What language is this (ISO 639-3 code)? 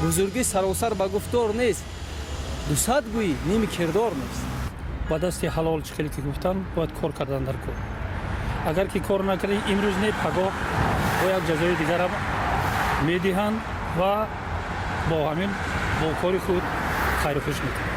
tgk